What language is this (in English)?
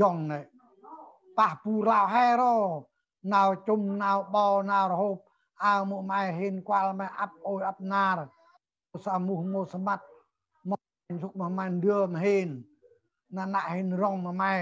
Central Mnong